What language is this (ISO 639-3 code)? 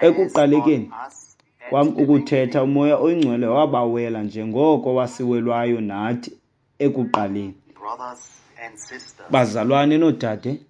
xho